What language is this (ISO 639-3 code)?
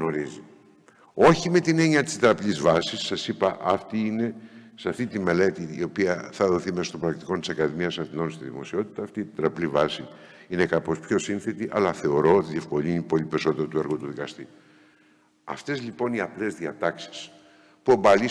ell